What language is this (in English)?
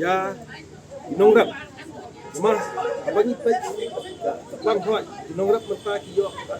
Khasi